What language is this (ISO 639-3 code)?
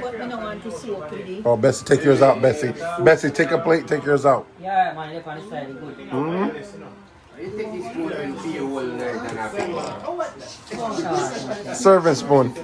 jam